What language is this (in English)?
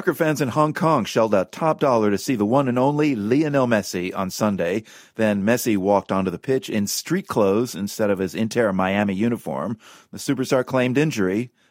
English